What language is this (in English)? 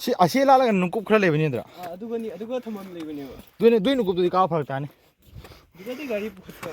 Manipuri